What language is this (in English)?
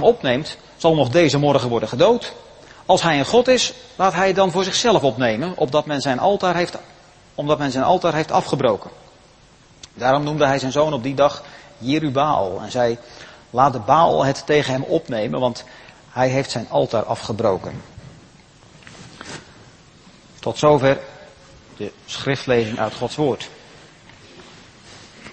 Dutch